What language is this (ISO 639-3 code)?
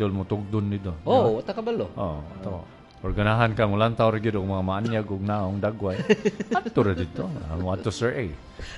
ceb